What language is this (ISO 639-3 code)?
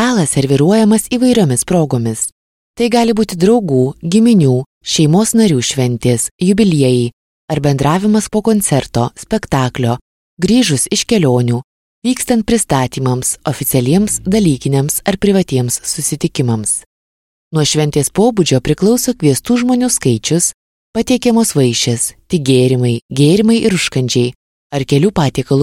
lit